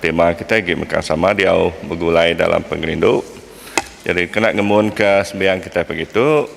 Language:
Iban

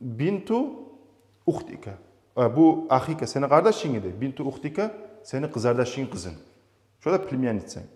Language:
Kumyk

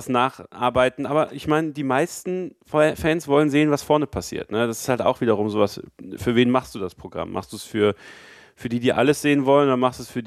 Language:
German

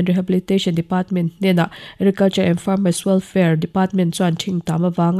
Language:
Mizo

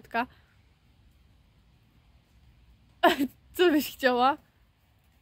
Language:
Polish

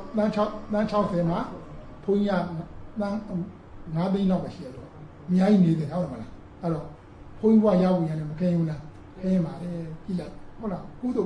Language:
Burmese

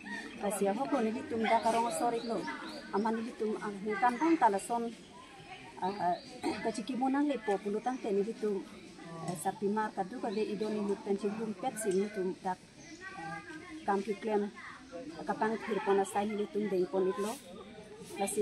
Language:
Karbi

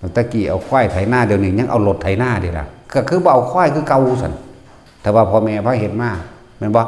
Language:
Northeastern Thai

